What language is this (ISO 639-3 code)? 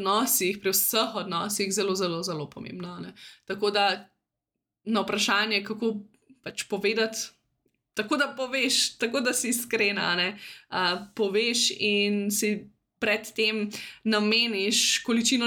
slv